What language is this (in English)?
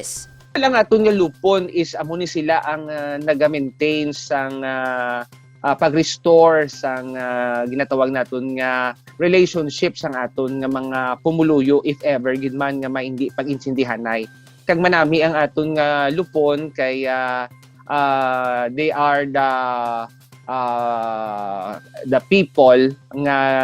Hiligaynon